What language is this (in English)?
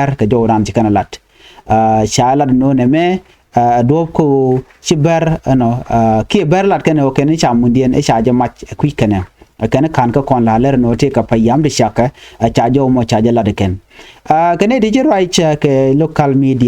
Nuer